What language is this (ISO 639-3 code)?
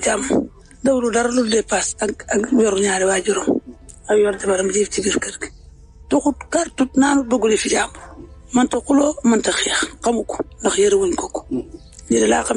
wol